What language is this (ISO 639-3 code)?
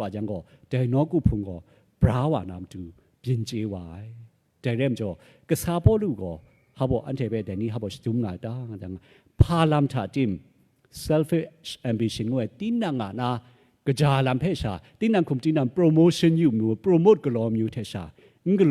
kac